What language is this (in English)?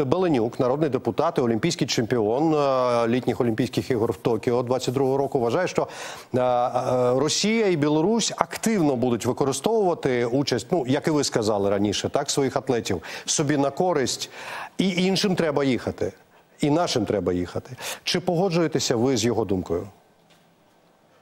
Ukrainian